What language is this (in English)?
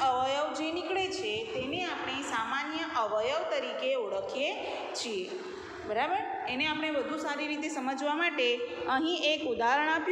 Gujarati